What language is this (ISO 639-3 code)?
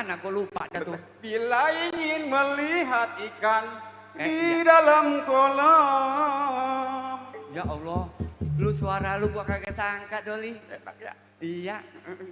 bew